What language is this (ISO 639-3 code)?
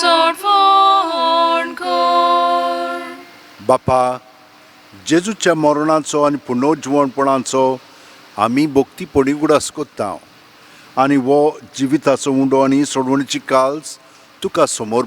kok